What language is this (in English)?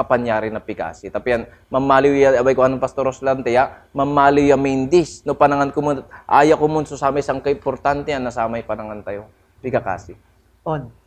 Pangasinan